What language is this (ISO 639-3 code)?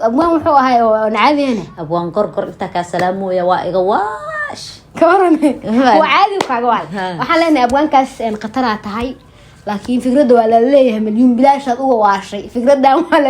som